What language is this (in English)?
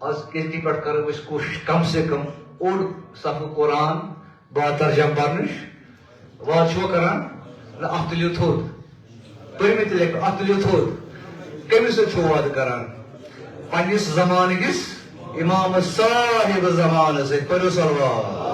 Kashmiri